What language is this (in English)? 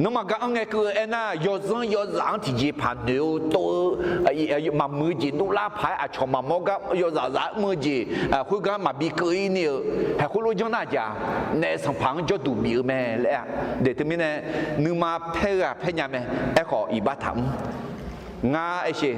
Akha